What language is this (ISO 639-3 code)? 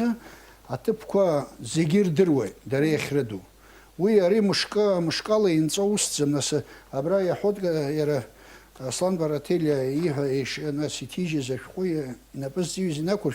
abk